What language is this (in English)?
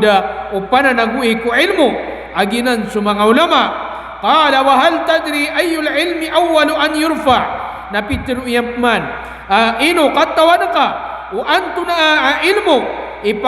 Maranao